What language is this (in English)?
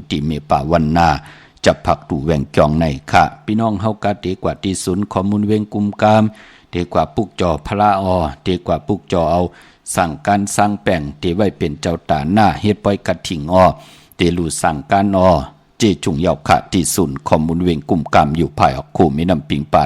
Shan